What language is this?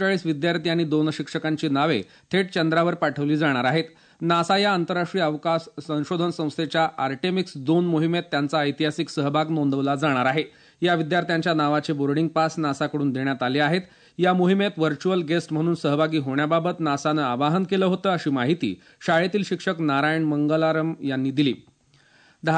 Marathi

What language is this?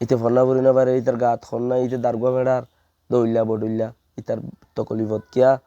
Rohingya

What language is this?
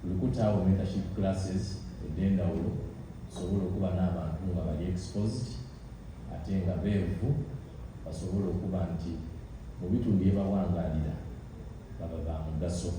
Soga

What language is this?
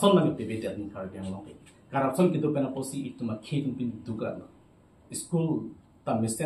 Karbi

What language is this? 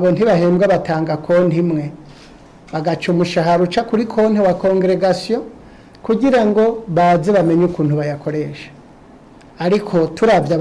Rundi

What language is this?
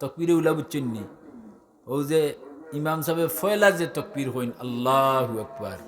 Sylheti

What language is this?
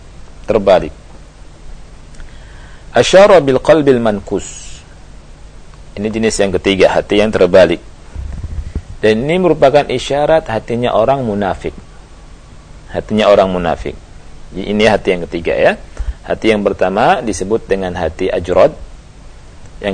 Indonesian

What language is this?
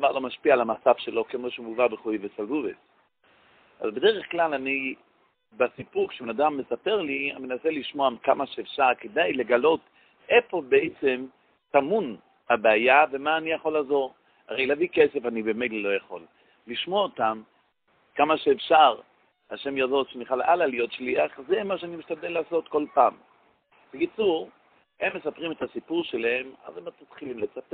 Hebrew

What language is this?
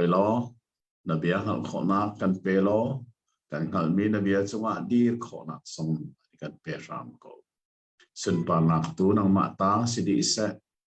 Hakha Chin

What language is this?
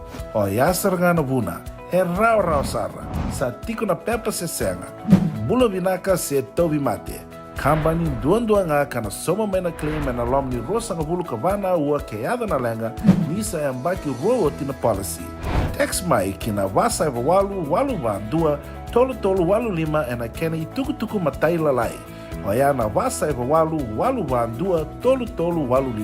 Fijian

